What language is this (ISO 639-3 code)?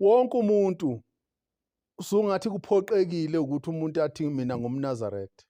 zul